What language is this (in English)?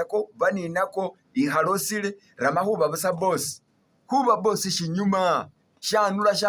Masaaba